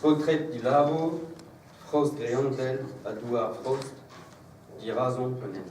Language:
Breton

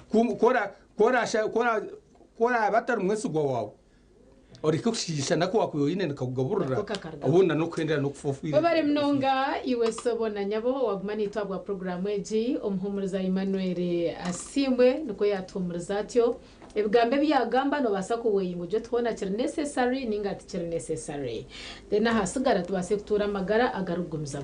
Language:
Nyankole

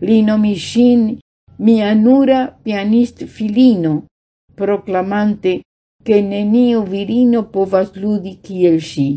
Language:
Esperanto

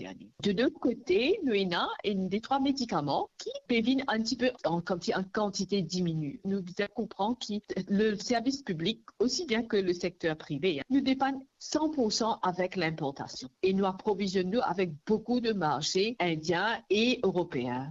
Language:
Morisyen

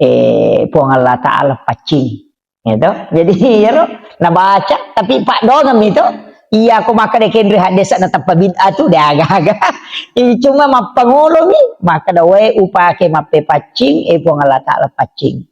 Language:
Buginese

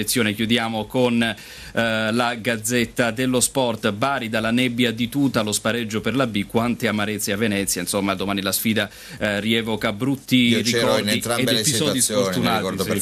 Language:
Italian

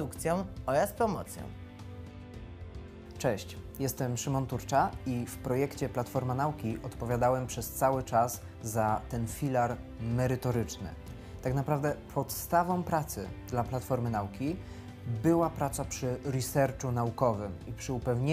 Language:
Polish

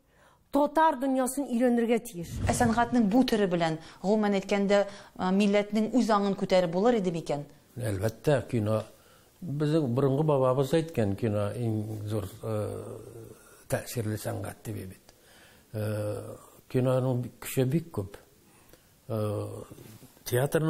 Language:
Tatar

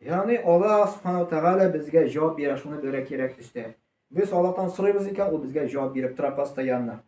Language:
Tatar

